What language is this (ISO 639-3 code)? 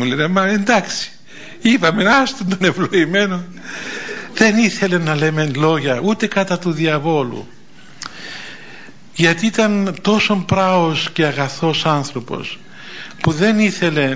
ell